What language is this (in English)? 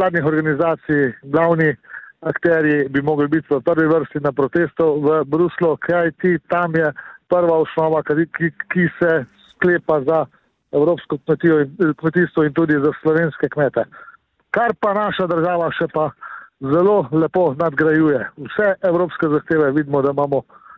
Slovenian